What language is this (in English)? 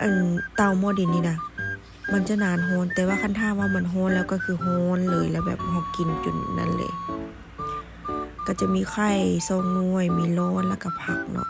Lao